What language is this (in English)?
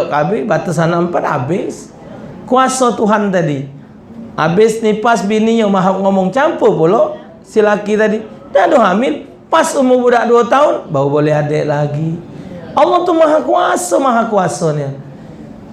Musi